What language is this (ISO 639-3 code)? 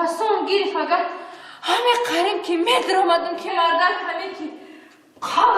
tgk